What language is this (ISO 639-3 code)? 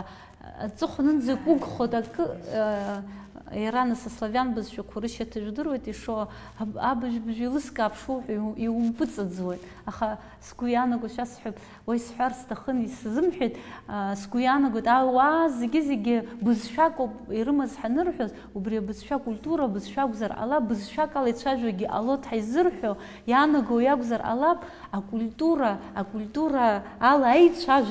abk